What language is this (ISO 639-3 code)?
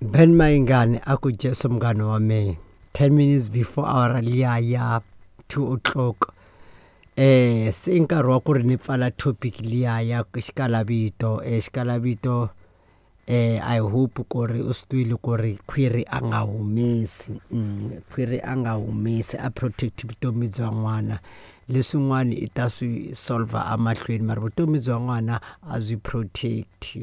tso